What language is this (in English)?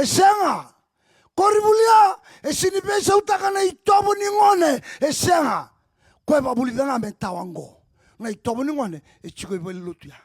Fijian